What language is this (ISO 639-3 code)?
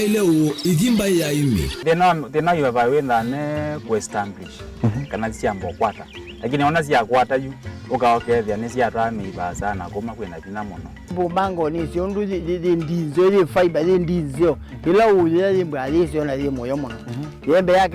kam